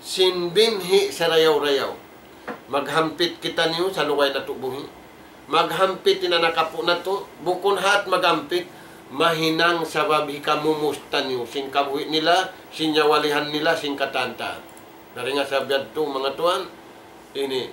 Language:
Tausug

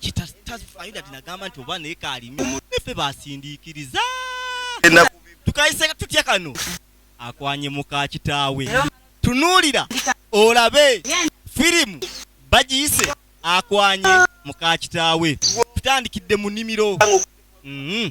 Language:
Ganda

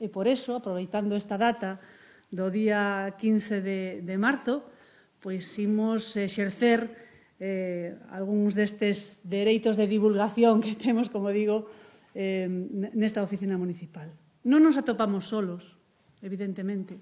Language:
Galician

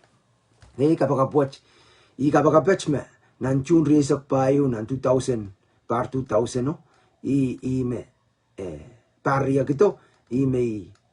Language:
Pohnpeian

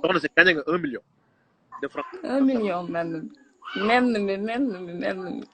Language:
Wolof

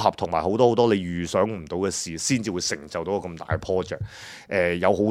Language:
Cantonese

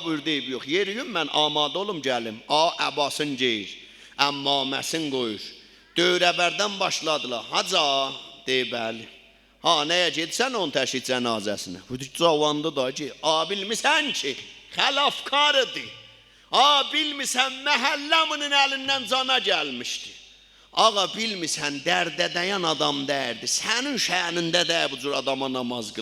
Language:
South Azerbaijani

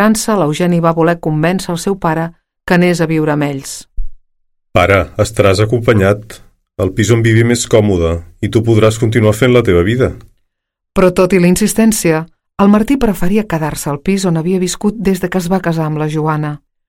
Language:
Catalan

